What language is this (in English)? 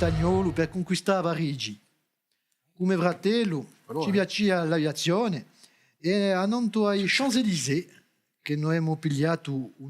Corsican